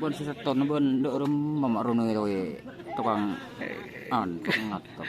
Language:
Madurese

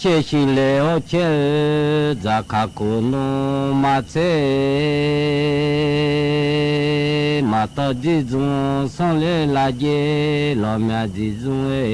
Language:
Akha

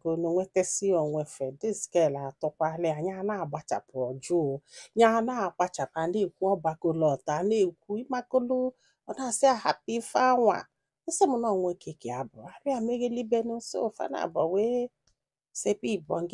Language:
Igbo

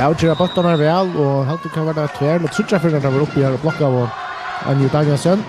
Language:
Faroese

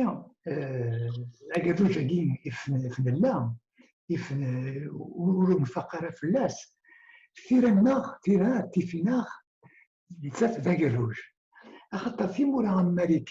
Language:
Kabyle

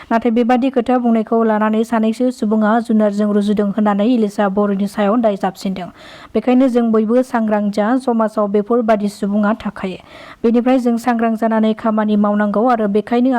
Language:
Bodo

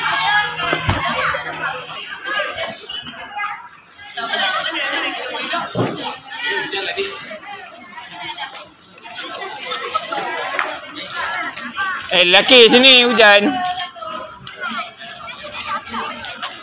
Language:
Malay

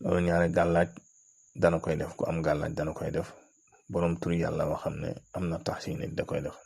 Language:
Wolof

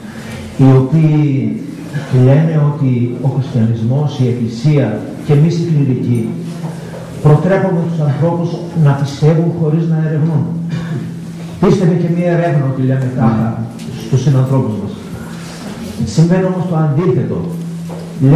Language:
Greek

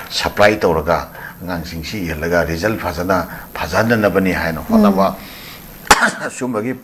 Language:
Manipuri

